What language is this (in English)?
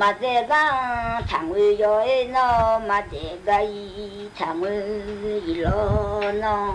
Akha